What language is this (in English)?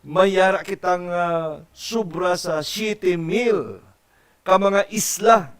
Hiligaynon